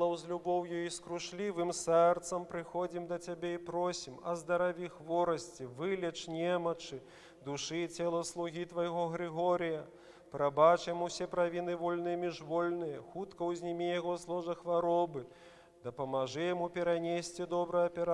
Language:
Belarusian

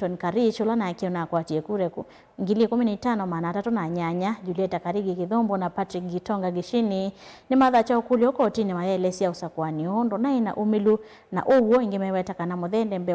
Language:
Kamba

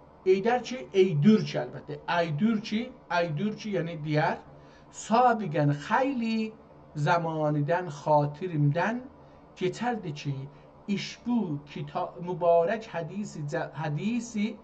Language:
South Azerbaijani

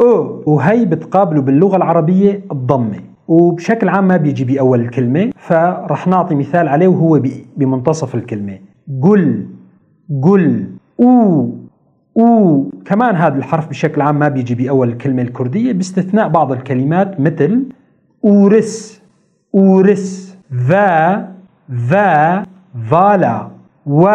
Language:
North Levantine Arabic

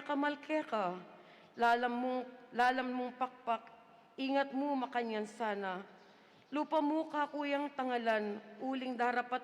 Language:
Pampanga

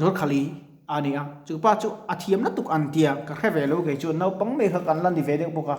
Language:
Mizo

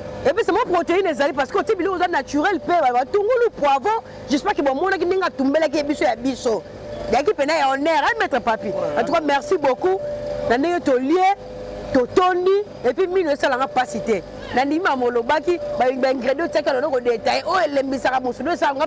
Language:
Lingala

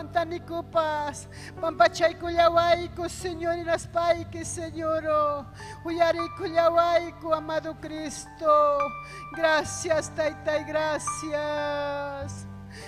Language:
Ayacucho Quechua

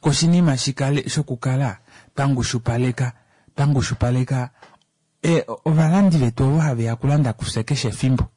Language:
Kuanyama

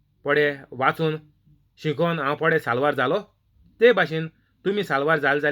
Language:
Konkani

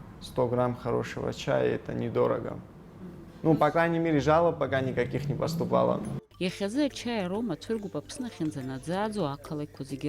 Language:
Abkhazian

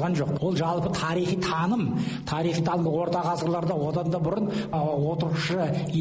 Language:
Kazakh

